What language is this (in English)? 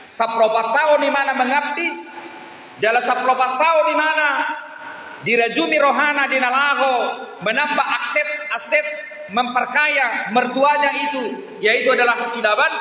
Batak Toba